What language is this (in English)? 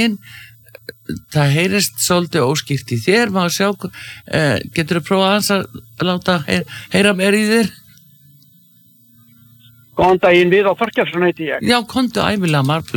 Icelandic